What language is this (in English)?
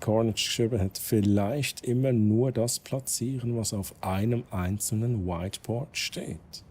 Swiss German